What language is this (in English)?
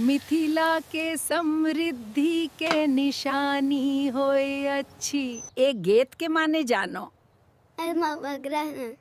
Maithili